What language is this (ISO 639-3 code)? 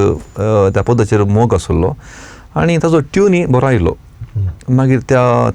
kok